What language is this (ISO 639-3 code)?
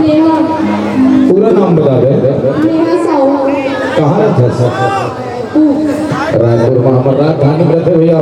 hne